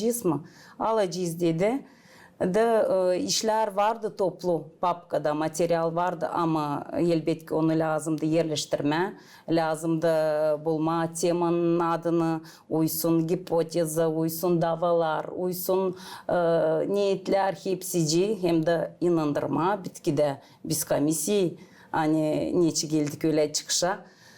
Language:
Gagauz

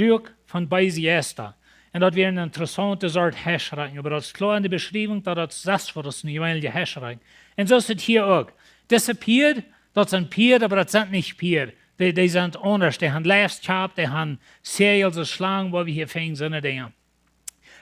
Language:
Plautdietsch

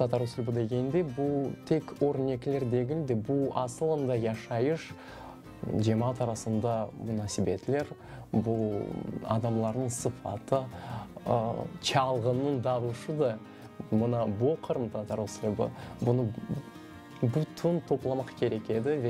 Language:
Crimean Tatar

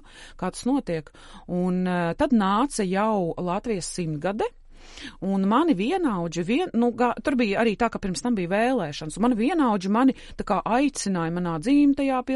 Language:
Latvian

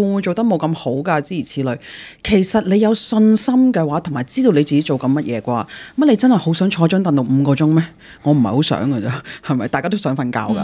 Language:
Cantonese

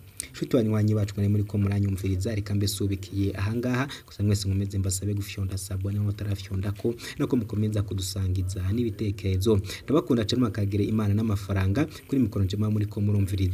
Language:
Rundi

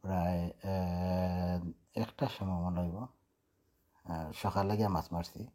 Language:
Sylheti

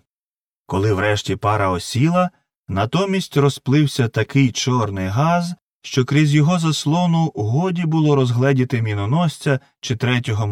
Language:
Ukrainian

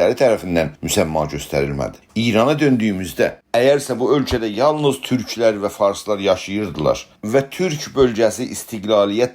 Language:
South Azerbaijani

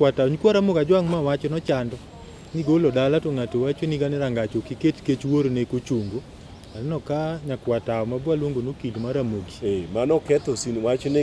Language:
Luo (Kenya and Tanzania)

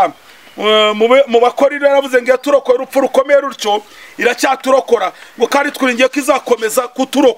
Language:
Kinyarwanda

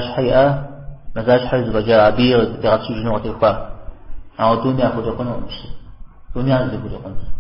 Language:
Kabardian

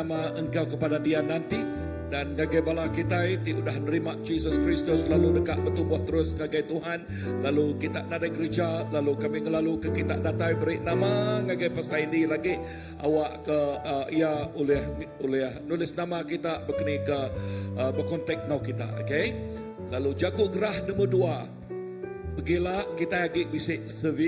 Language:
Iban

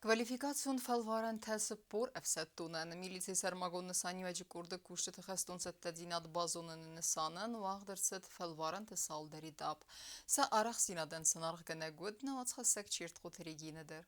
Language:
Ossetic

